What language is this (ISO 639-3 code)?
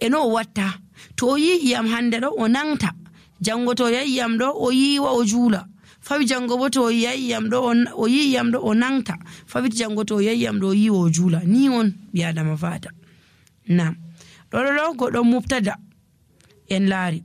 fuv